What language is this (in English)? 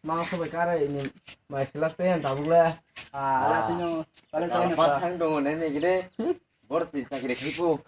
Kok Borok